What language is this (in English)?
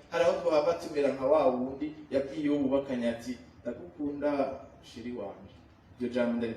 Rundi